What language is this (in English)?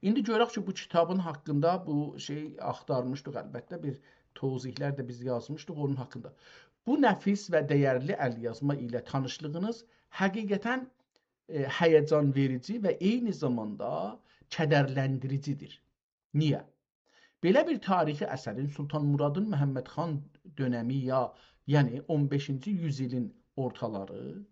South Azerbaijani